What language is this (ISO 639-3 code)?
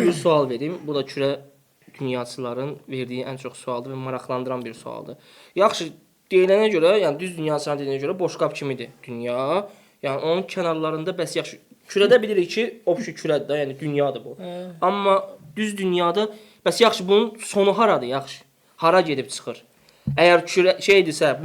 aze